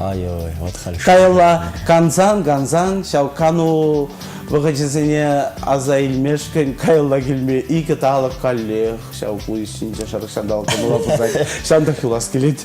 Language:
Chuvash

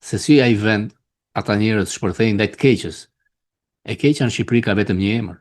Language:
Albanian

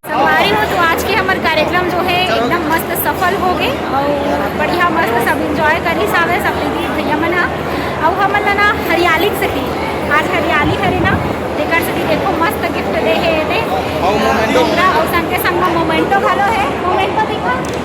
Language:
Chhattisgarhi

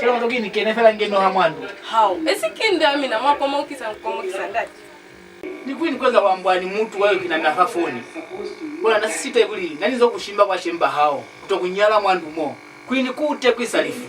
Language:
Lozi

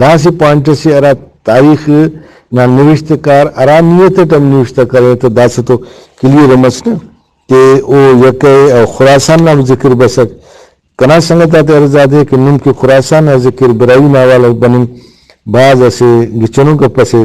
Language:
Brahui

